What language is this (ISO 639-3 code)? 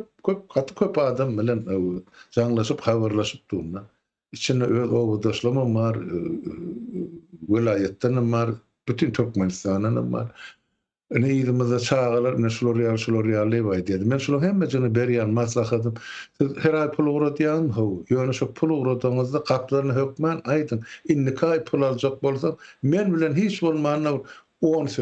tuk